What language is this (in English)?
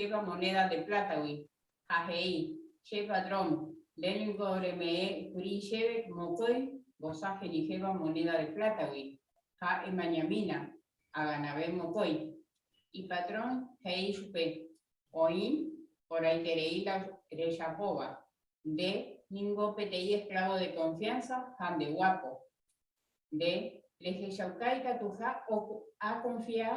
Guarani